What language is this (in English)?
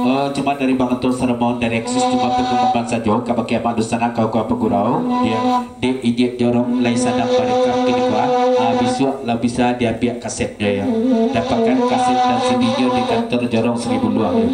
Minangkabau